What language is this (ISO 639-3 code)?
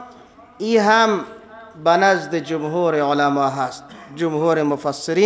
fas